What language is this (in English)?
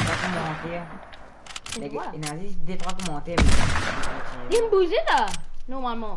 Morisyen